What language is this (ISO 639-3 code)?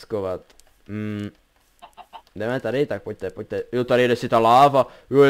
ces